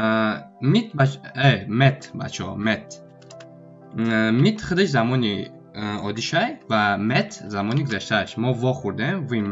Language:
Tajik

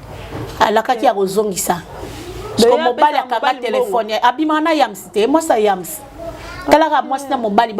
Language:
Lingala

